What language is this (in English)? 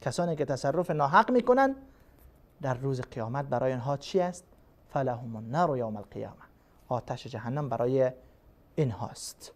Persian